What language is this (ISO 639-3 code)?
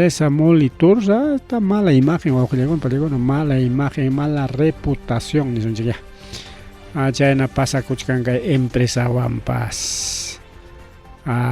quy